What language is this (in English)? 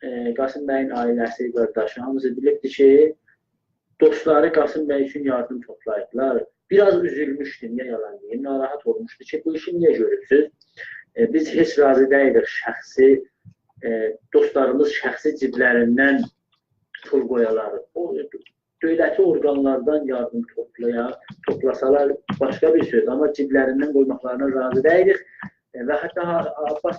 South Azerbaijani